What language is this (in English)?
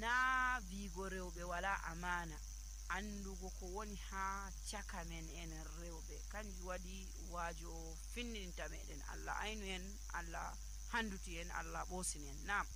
Nigerian Fulfulde